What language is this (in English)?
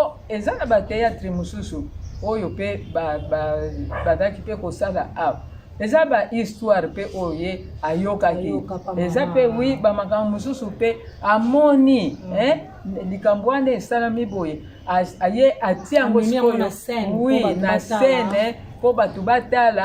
Lingala